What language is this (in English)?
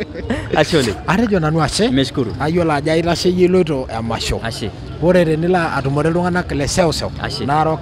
Masai